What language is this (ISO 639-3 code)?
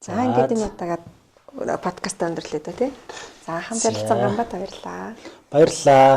mon